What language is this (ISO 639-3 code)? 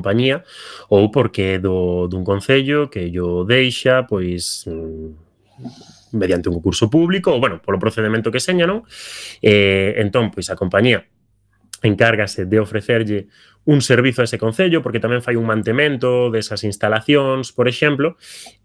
glg